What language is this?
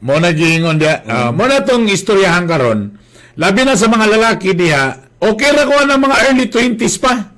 Cebuano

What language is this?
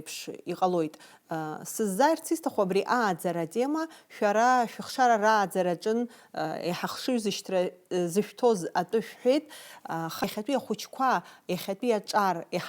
Abkhazian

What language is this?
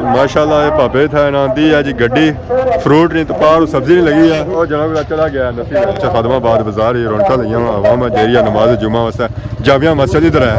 Pahari-Potwari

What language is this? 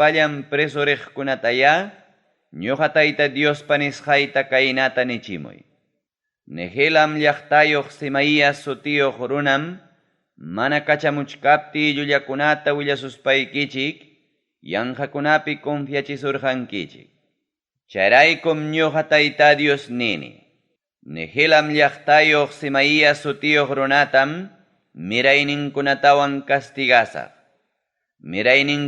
Ayacucho Quechua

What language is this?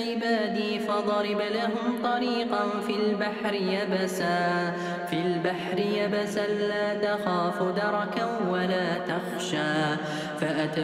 Arabic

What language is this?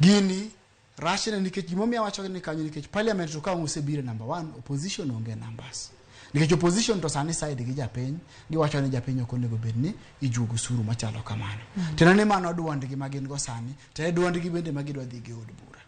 Luo (Kenya and Tanzania)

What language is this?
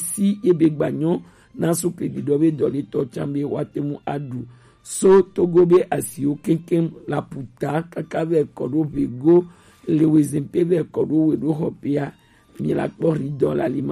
Gen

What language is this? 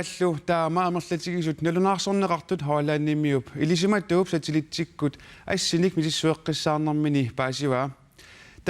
Kalaallisut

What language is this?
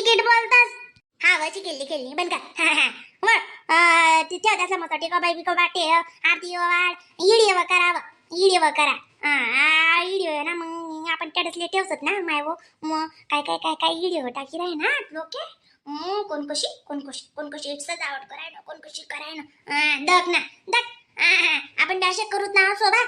Khandesi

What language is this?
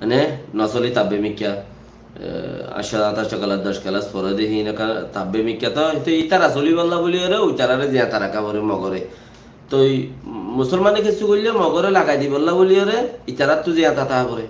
Rohingya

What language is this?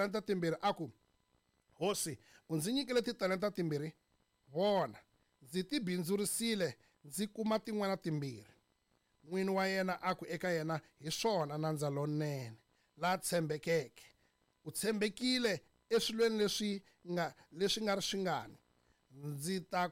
Tsonga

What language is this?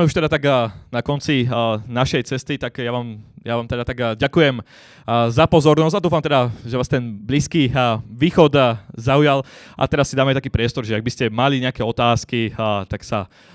Slovak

